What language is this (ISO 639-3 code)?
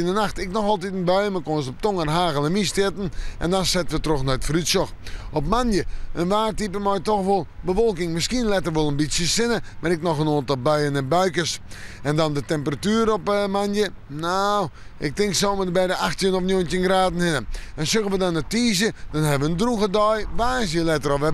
fry